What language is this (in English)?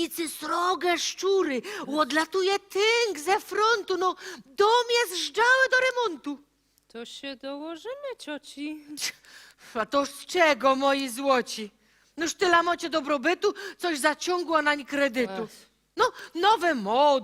Silesian